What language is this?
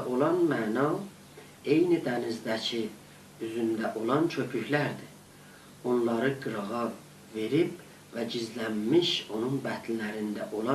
South Azerbaijani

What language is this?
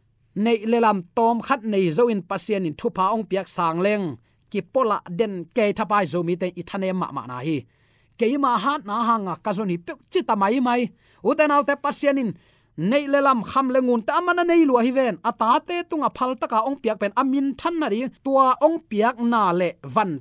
Tedim Chin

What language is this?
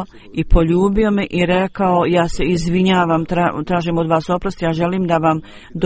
Bosnian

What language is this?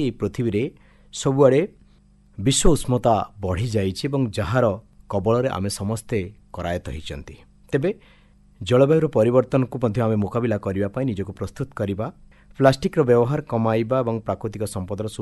Odia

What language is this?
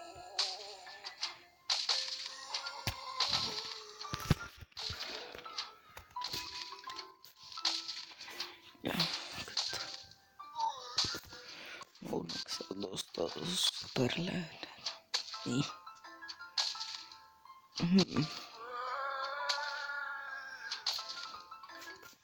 Finnish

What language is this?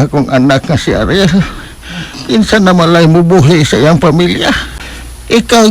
Cebuano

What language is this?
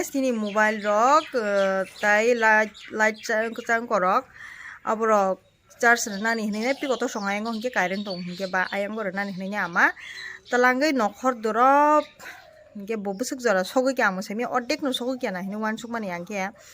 Kok Borok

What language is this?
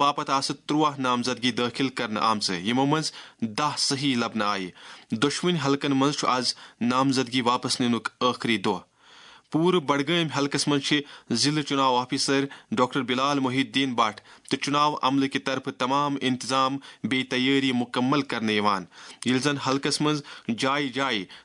Kashmiri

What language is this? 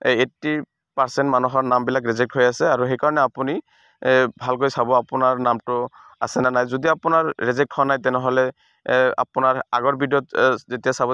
Assamese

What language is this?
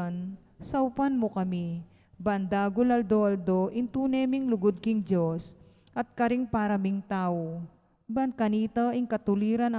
Pampanga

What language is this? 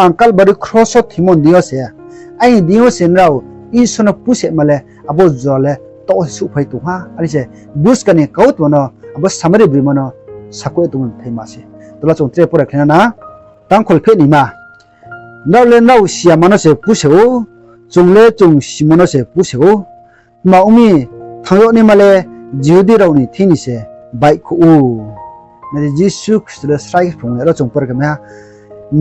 Riang (India)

